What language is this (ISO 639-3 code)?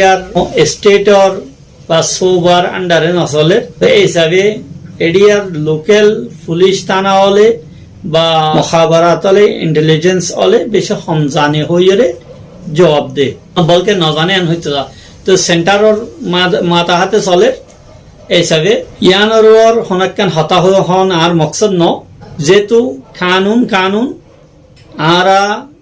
rhg